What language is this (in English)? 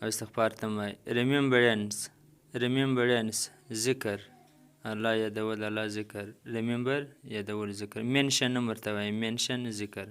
Pashto